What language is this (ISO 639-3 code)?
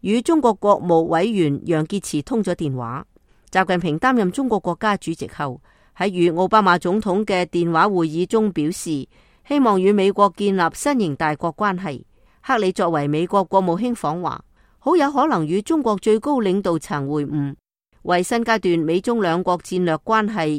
yue